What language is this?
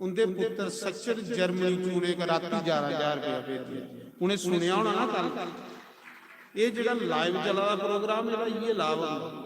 Dogri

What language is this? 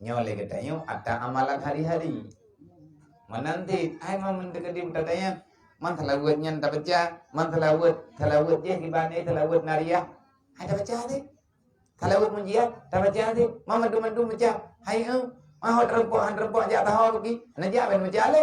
Achinese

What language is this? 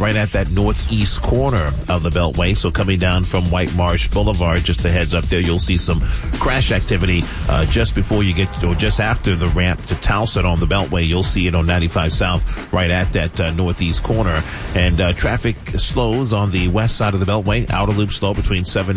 English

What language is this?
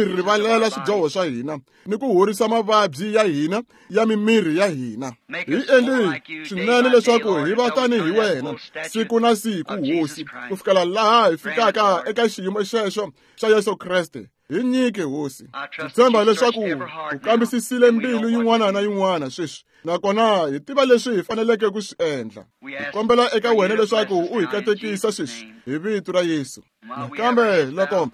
Tsonga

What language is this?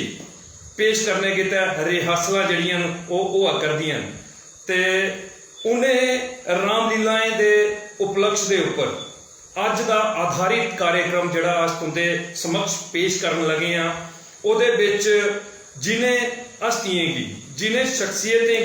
Dogri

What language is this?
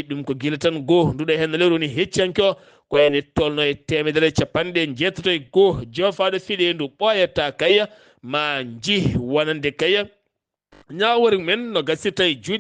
Fula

